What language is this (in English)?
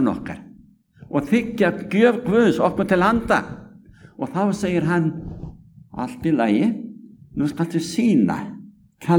Icelandic